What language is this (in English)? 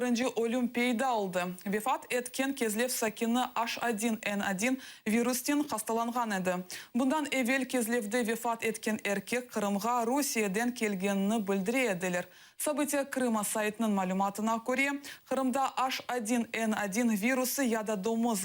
Crimean Tatar